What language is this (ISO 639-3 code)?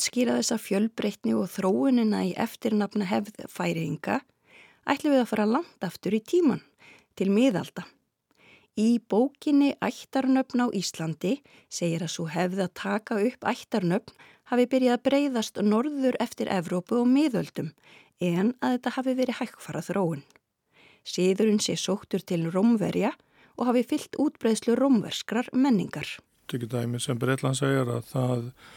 isl